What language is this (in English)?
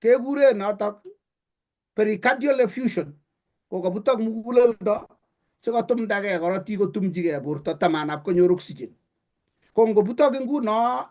Kalenjin